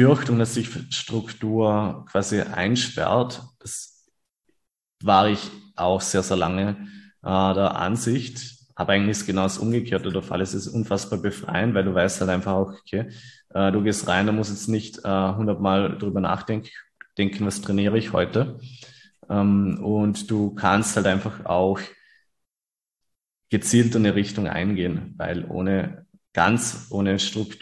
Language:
German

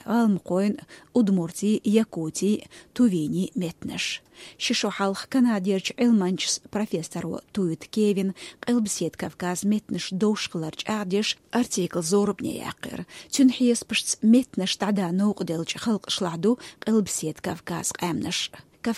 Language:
Chechen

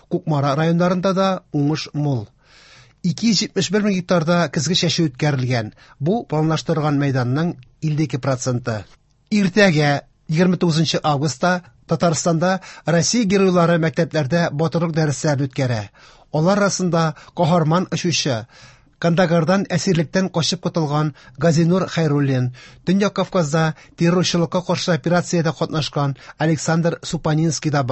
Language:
Tatar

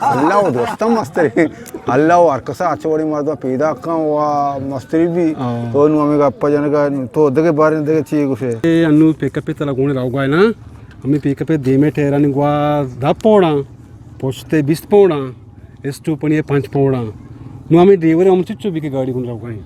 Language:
Eastern Balochi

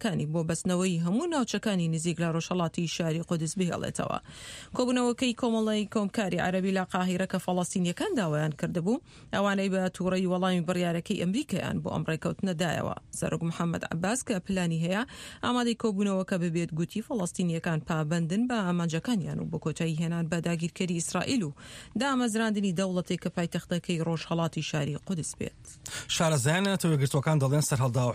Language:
Central Kurdish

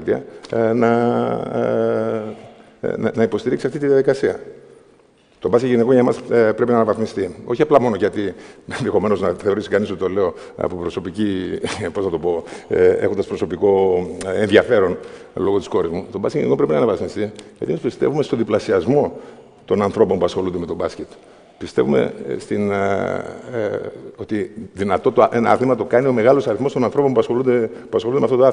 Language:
Greek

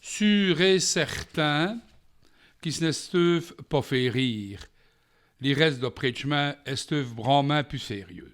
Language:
Walloon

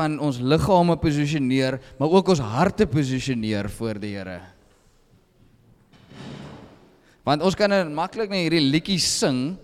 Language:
Afrikaans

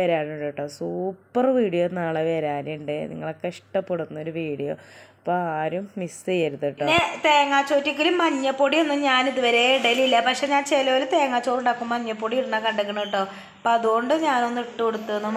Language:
Malayalam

